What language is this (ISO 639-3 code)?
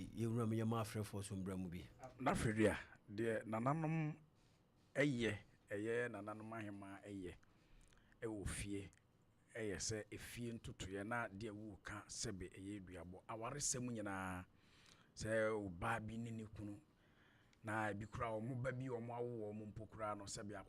aka